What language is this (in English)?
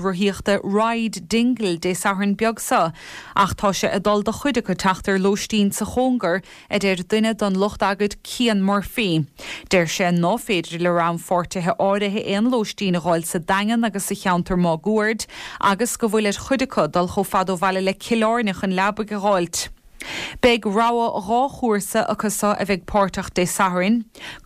Irish